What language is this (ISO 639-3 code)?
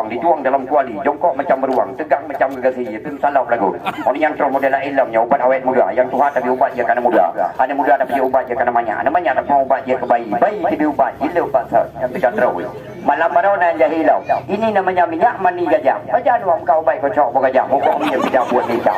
ace